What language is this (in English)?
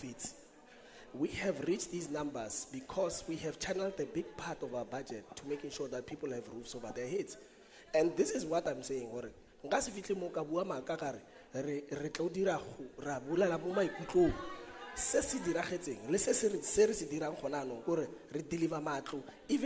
Tswana